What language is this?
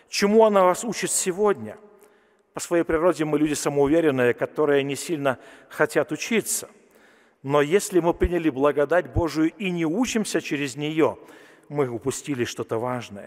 Russian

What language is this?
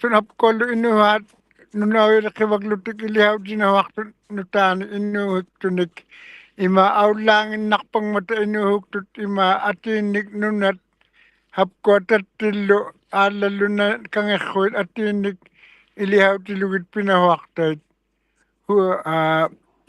Western Canadian Inuktitut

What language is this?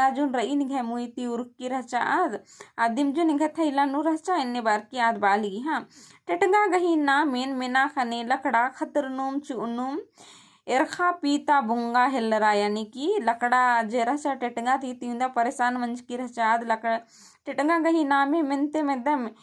Kurukh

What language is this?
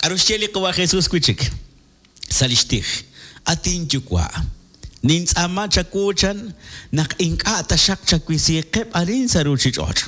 Kekchí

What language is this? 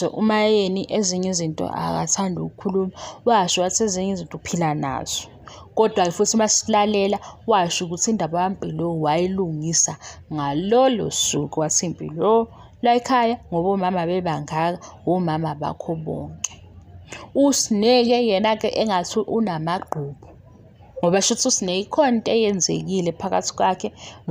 Zulu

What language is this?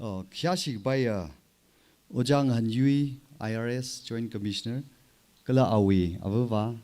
Tangkhul Naga (India)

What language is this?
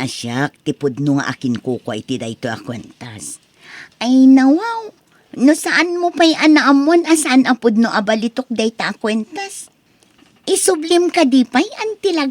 Iloko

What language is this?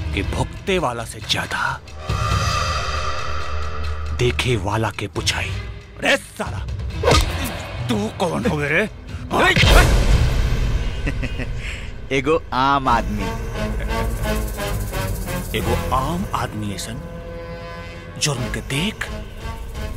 Bhojpuri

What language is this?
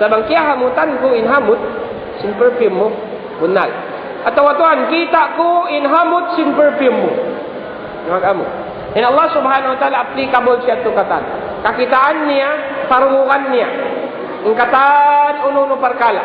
Tausug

